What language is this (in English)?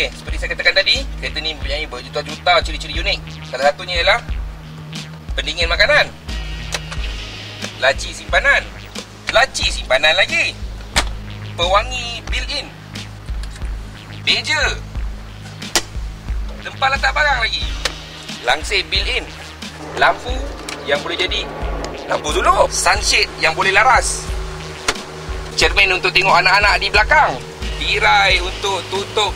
Malay